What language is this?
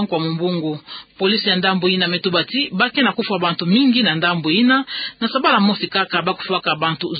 Kituba (Democratic Republic of Congo)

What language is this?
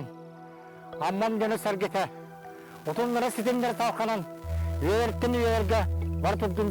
Yakut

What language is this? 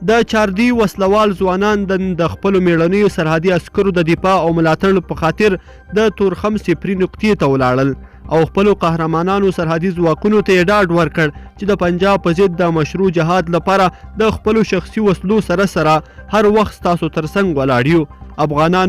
Pashto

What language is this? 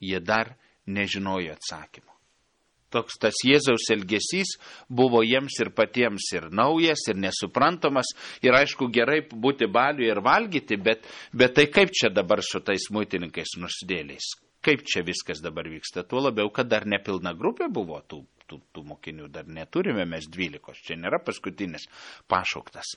Lithuanian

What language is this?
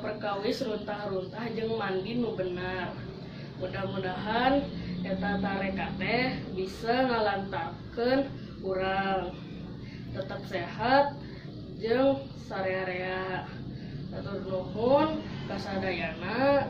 Sundanese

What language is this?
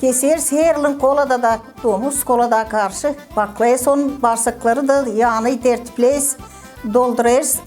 Gagauz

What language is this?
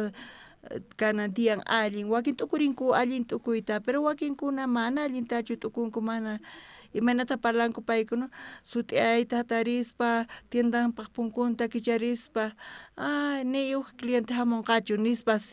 South Bolivian Quechua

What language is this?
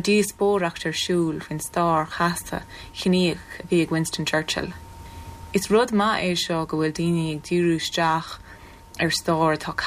Irish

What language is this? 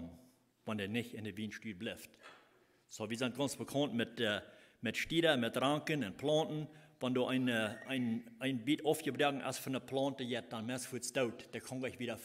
Plautdietsch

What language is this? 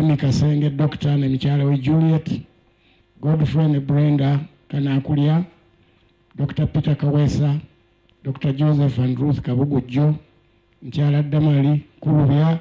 Ganda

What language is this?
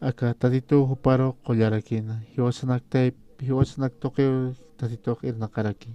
Aymara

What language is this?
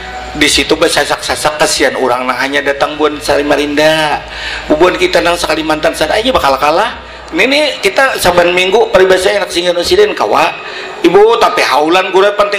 Banjar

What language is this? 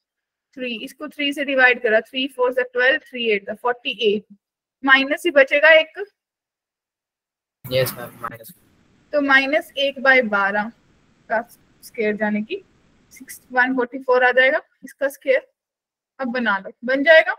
Hindi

